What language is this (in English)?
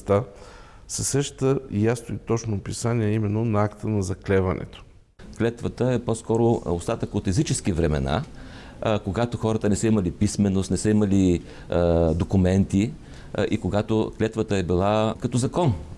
Bulgarian